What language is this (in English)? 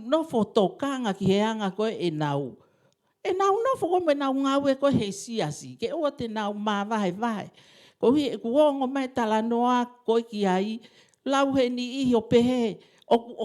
Tongan